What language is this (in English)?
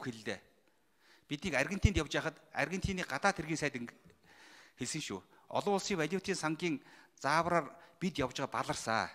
Mongolian